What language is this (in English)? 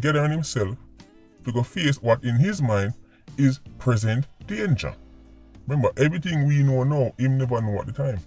Jamaican Creole English